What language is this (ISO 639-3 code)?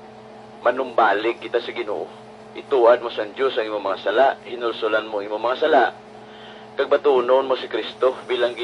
hil